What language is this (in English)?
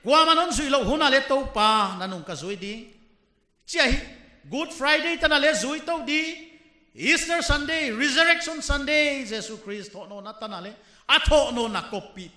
Paite Chin